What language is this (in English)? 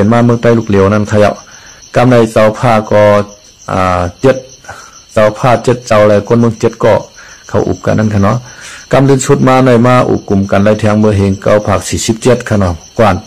Shan